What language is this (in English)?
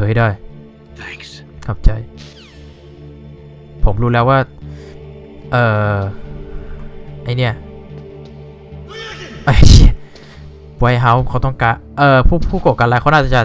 Thai